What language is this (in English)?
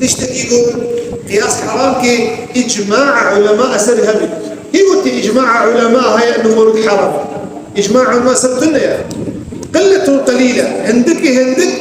Kurdish